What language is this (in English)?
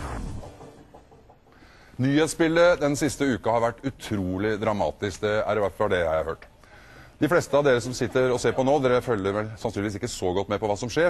Norwegian